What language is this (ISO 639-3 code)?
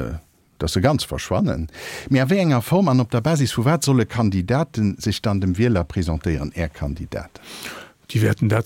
ltz